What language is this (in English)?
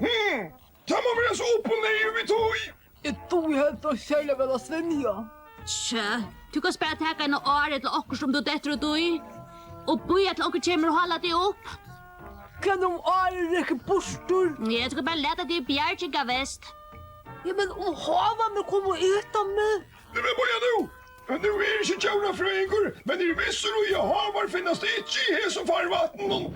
Faroese